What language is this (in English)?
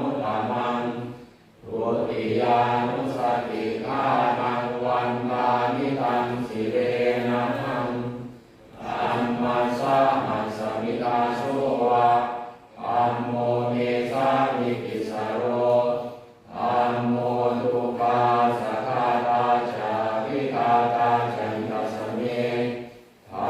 Pali